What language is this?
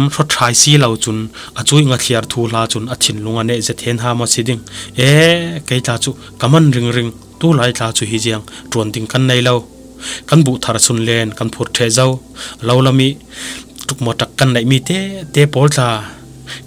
Falam Chin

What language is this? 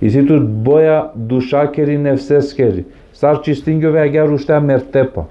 Balkan Romani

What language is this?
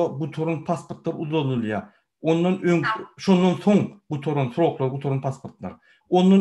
Turkmen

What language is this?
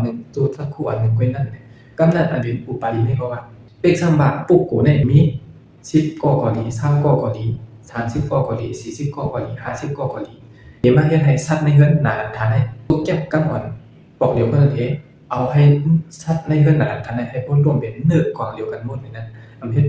Shan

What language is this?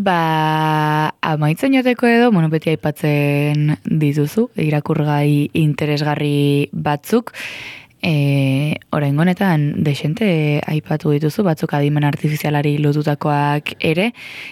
Basque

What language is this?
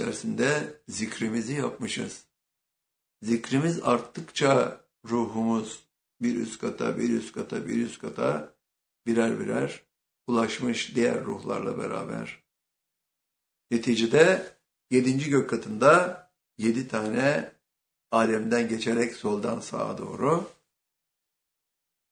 Turkish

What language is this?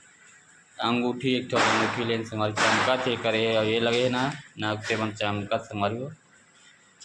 Chhattisgarhi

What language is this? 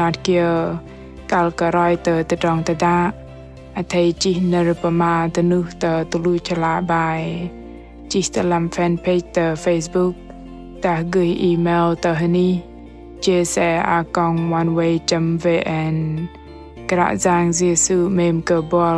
Bahnar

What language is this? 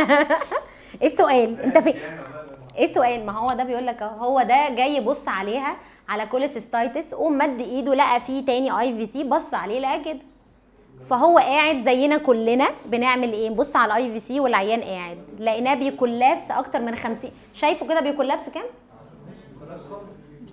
Egyptian Arabic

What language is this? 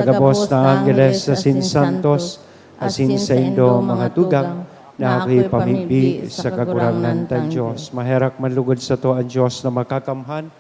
Bikol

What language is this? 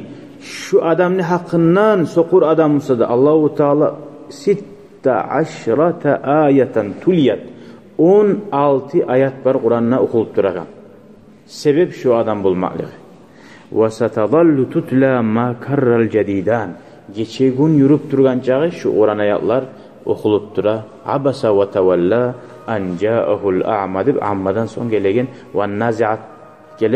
Kumyk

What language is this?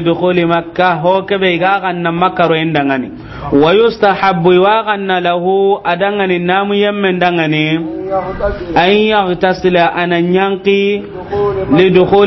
Soninke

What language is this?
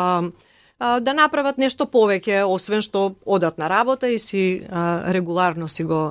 Macedonian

